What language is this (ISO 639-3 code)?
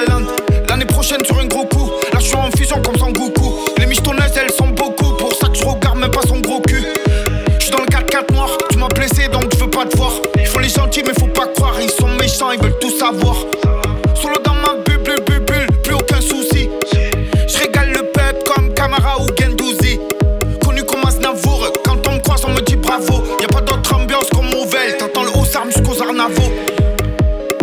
fra